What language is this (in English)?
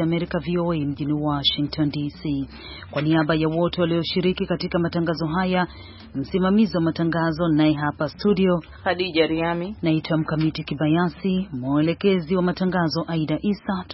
Swahili